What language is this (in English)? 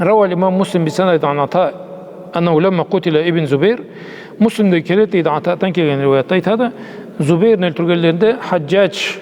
Karachay-Balkar